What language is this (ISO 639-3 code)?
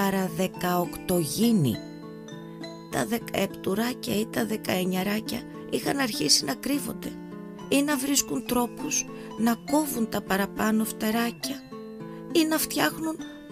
ell